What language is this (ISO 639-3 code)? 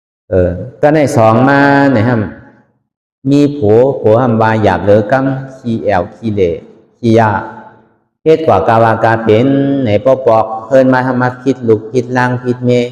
shn